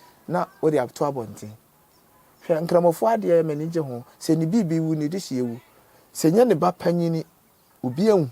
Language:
Akan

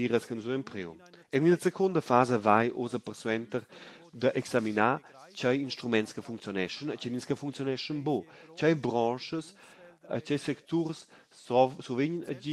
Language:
Romansh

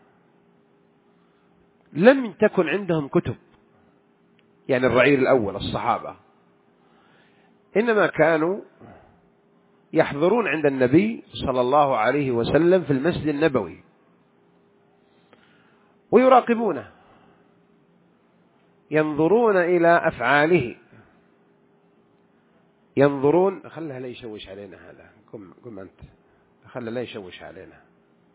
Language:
Arabic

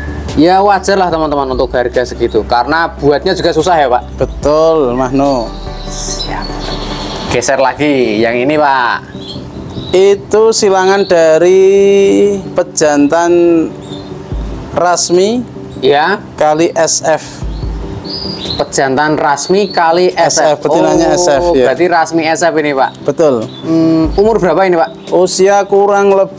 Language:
Indonesian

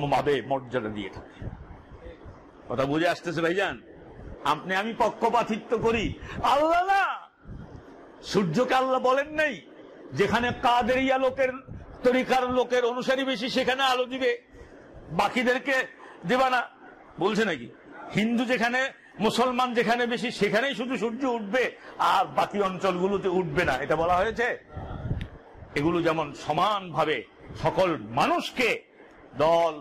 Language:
Bangla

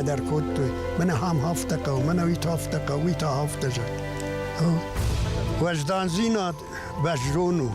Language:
Ossetic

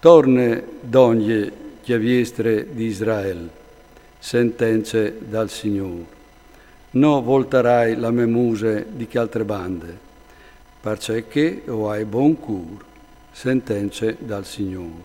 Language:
Friulian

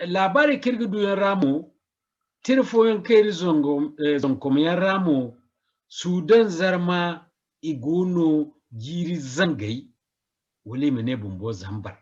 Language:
Zarma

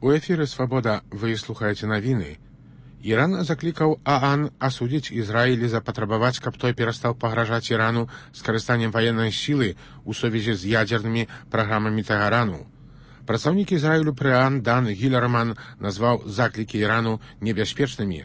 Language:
Belarusian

